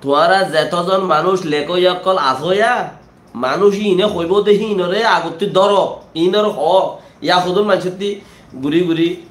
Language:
Rohingya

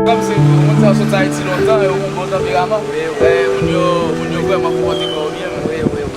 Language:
Haitian Creole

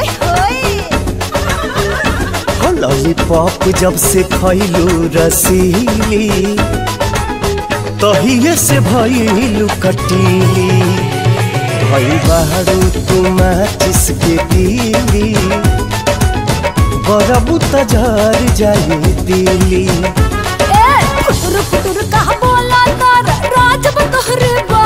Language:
Bhojpuri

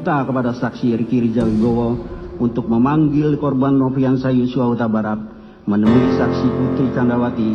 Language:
Indonesian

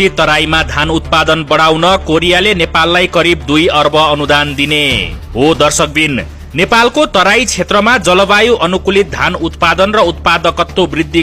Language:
Nepali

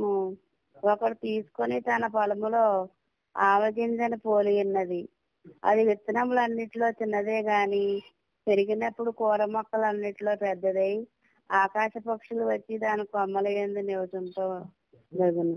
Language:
Telugu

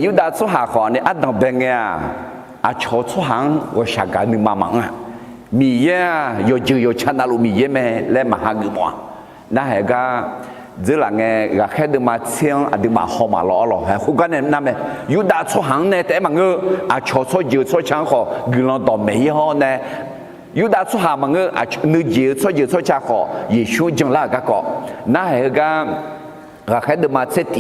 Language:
Akha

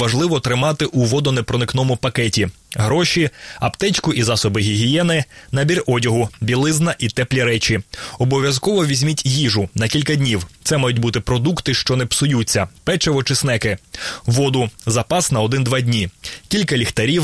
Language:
Ukrainian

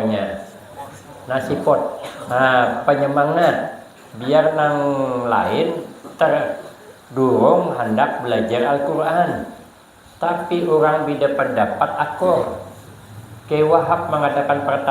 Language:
Banjar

